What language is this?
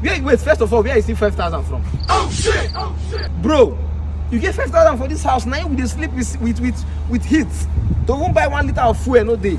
Nigerian Pidgin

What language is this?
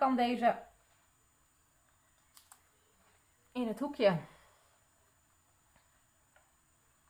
Dutch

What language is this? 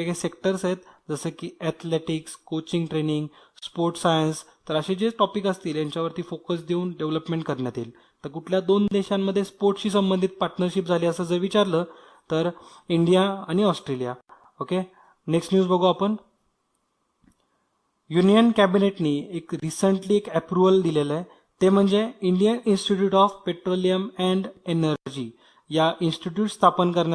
Marathi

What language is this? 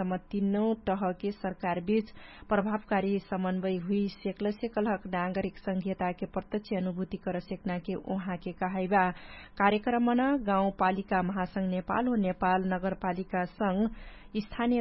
Dangaura Tharu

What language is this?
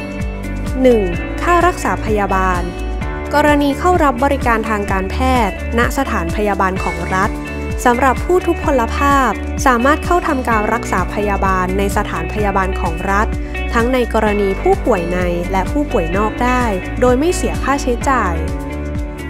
Thai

